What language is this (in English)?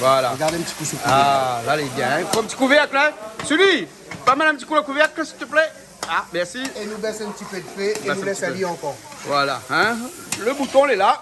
Réunion Creole French